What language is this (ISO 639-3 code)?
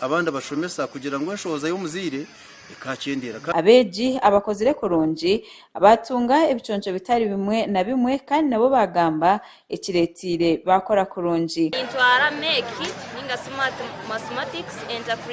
nyn